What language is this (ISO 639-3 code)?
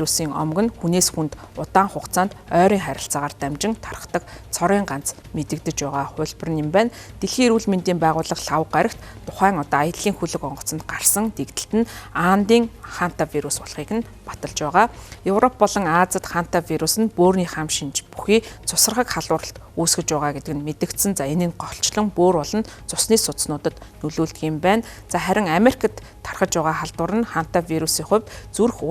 mon